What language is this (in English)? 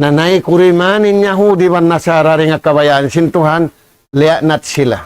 Tausug